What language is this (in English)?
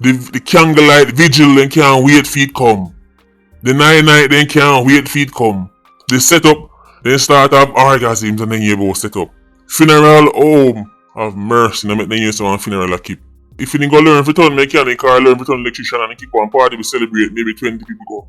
Jamaican Creole English